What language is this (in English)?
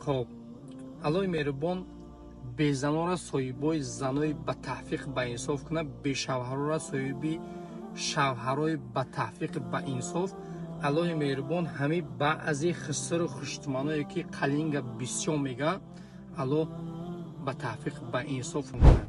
Tajik